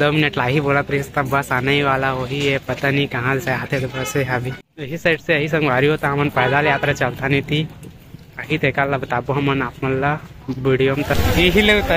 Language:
Chhattisgarhi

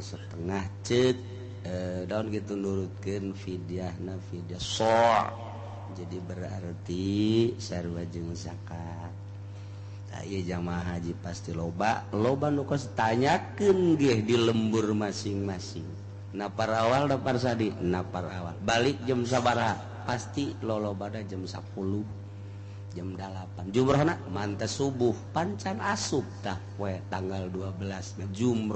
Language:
Sundanese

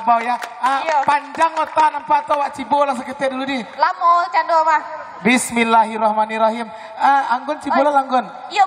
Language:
Minangkabau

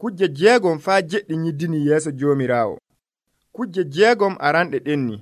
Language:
Nigerian Fulfulde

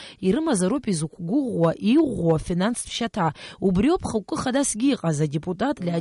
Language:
Abkhazian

